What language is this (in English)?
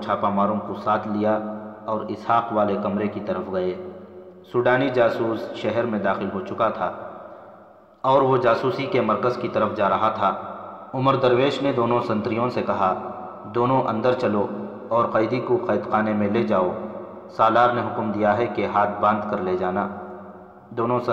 Urdu